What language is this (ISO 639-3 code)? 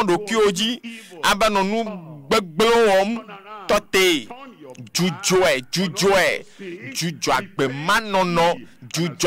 ewe